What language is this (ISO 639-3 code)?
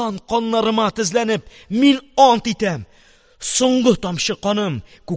tat